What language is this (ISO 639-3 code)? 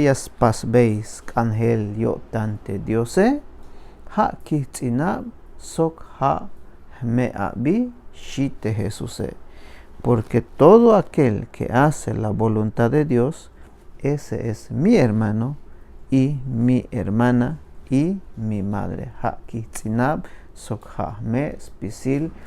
tzh